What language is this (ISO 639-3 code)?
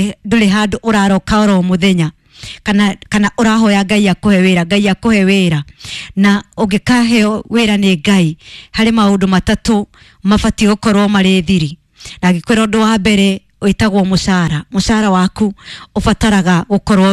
kik